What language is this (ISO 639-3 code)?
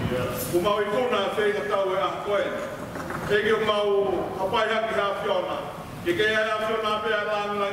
ton